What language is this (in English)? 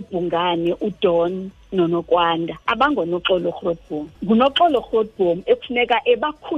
Xhosa